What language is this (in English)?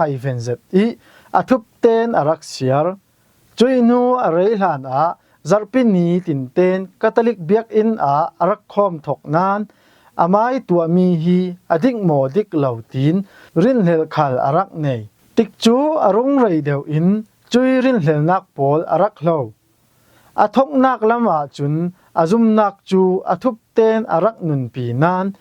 Falam Chin